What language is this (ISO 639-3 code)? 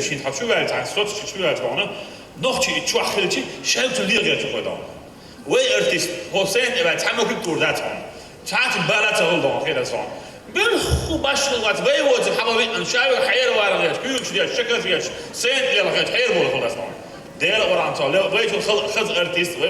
che